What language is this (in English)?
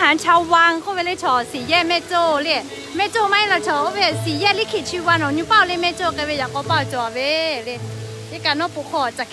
Lahu